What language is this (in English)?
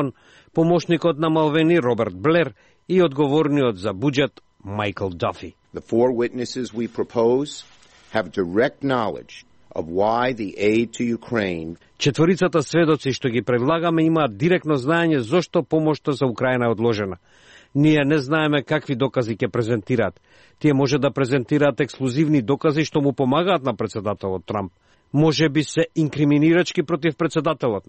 Macedonian